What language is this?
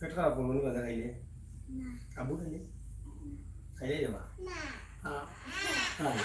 Sylheti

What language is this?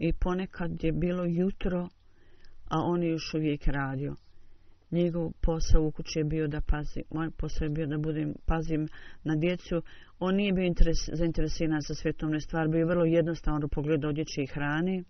Bosnian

